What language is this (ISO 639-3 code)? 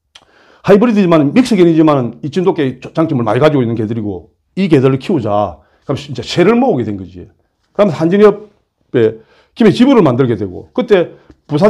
kor